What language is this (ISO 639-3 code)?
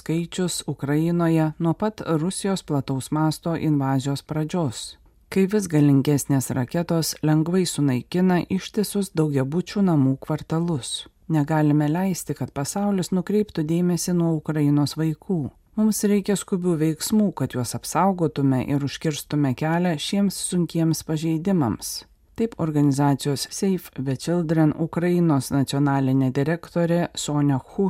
lit